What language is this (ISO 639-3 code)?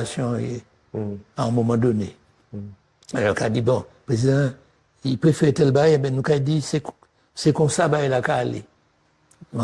gcf